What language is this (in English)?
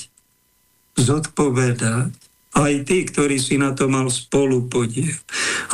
Slovak